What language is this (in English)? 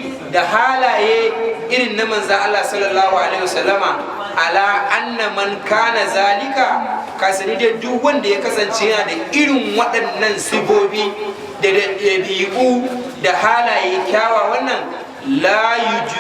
Hausa